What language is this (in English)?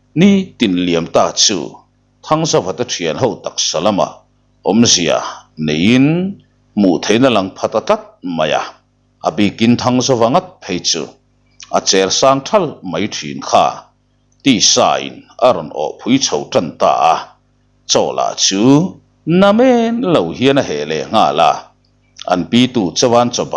Mizo